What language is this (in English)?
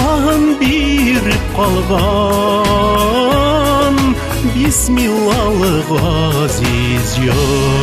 Bashkir